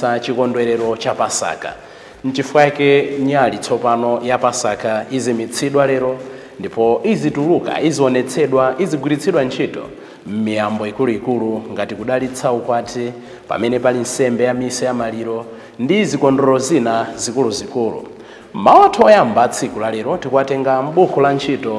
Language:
Nyanja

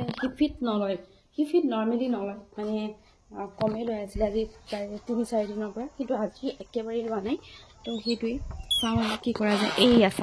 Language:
Assamese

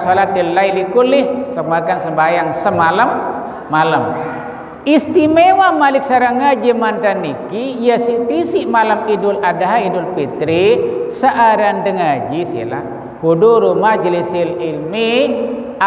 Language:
Sasak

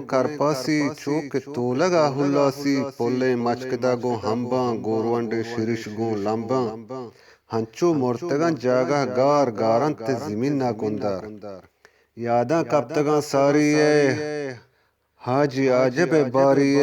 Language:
Eastern Balochi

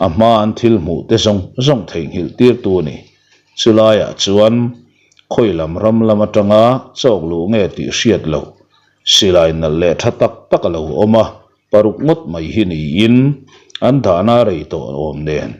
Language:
Mizo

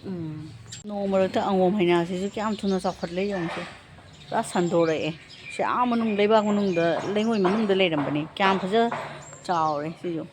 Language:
Manipuri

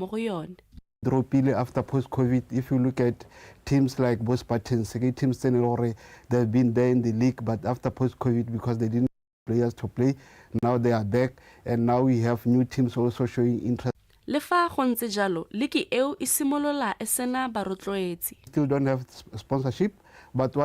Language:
Tswana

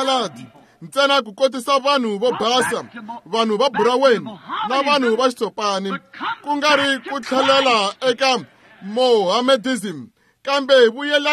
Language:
Tsonga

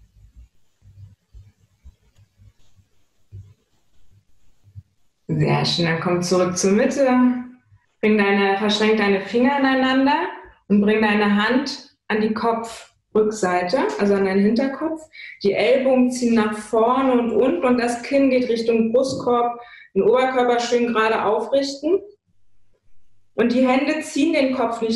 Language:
German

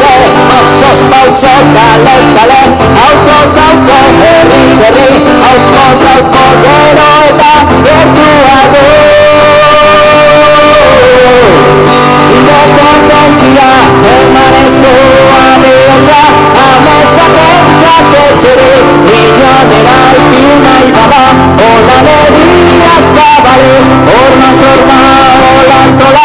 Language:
Basque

